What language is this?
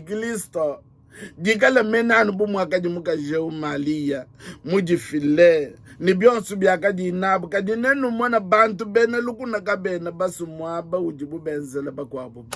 Luba-Lulua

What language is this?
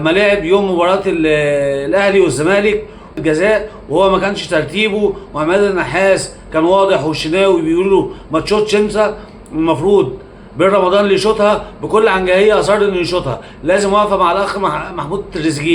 Egyptian Arabic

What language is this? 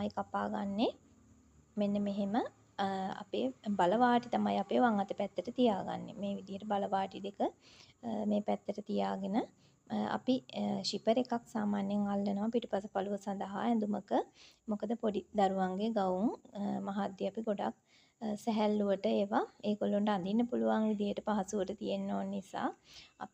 Sinhala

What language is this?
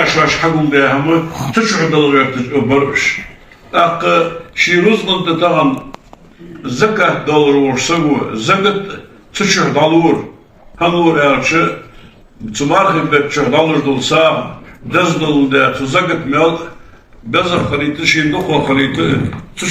Ingush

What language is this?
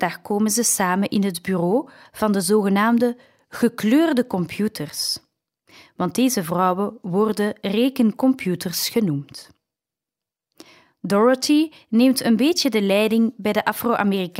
Dutch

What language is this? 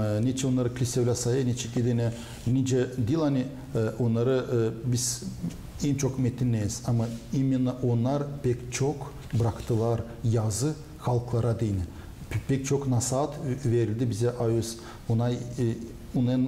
Gagauz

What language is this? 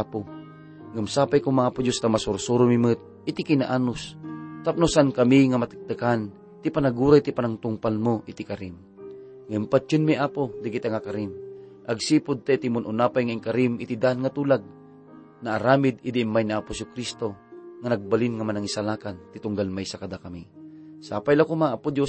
Iloko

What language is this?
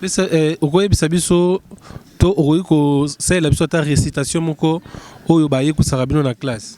Lingala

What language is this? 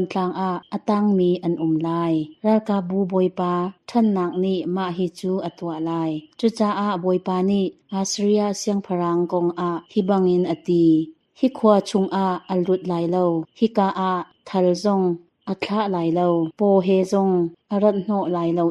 Hakha Chin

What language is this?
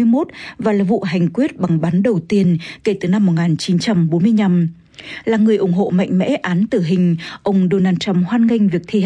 Vietnamese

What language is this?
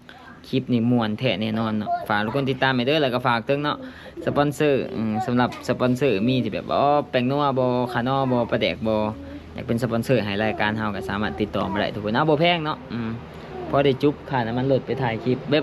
Lao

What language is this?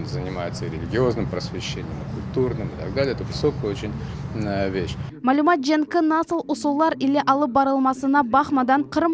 Crimean Tatar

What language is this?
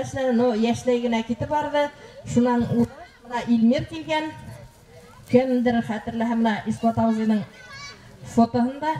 Bashkir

